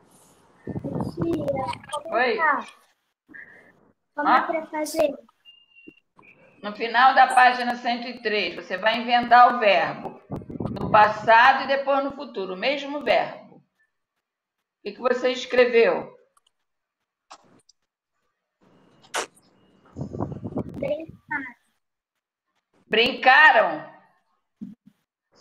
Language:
Portuguese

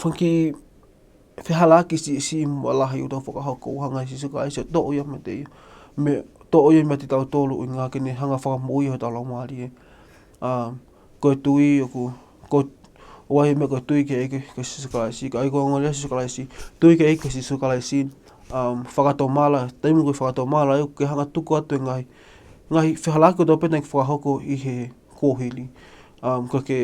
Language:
Tongan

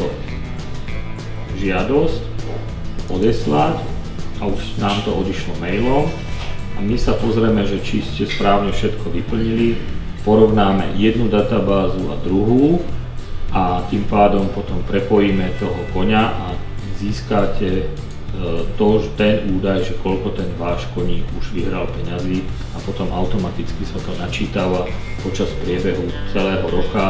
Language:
Slovak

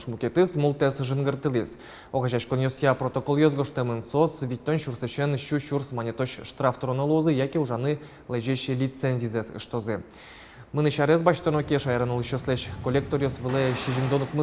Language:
Udmurt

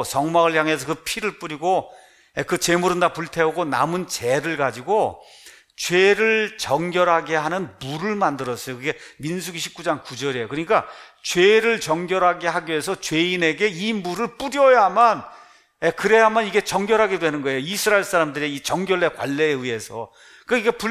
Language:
Korean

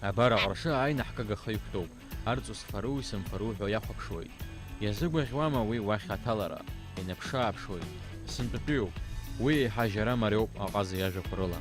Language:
Abkhazian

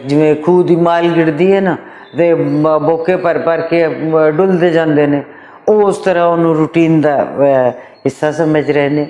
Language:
Western Panjabi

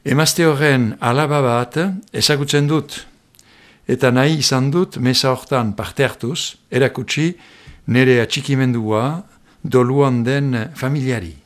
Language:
Basque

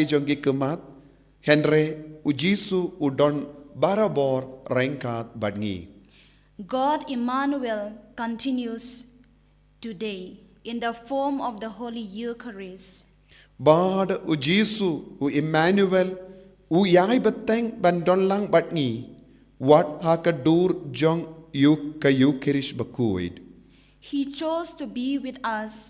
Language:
Khasi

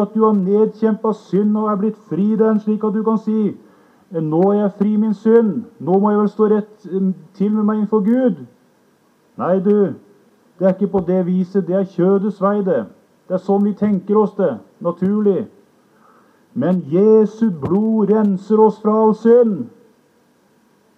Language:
Norwegian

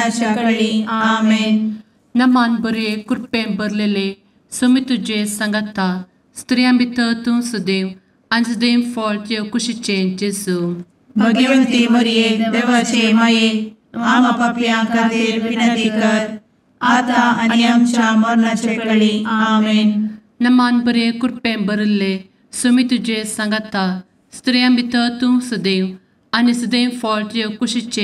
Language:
Konkani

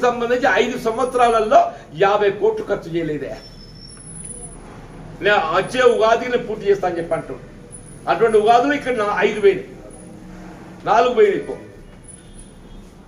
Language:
Telugu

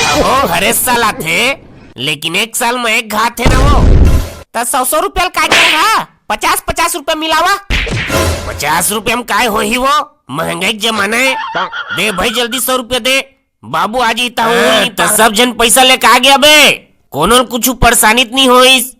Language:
Chhattisgarhi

